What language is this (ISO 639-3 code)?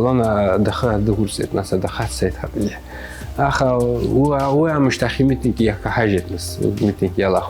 abk